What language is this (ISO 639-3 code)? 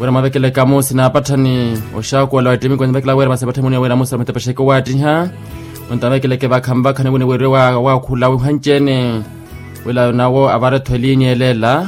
vmw